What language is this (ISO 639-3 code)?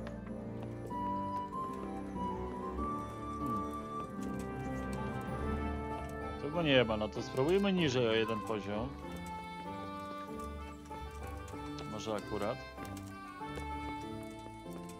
pol